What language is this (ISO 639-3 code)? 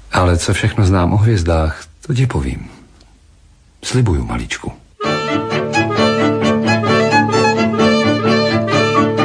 ces